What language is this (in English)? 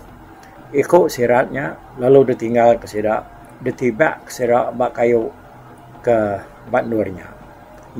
Iban